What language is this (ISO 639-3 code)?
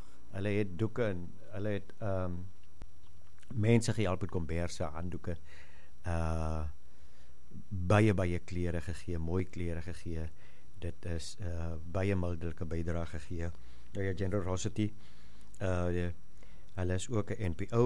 afr